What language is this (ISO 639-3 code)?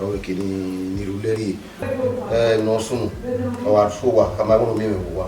bin